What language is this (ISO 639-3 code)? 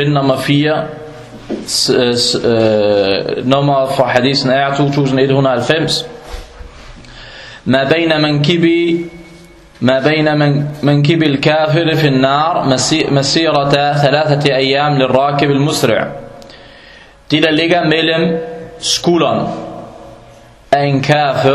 dan